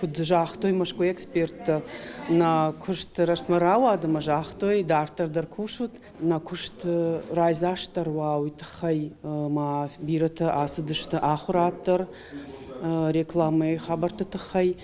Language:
Ossetic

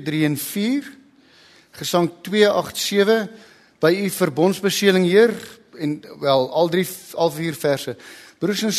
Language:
Afrikaans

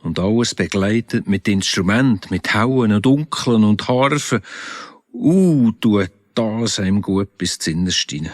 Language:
Swiss German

